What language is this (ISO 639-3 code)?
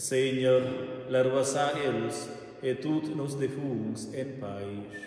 roh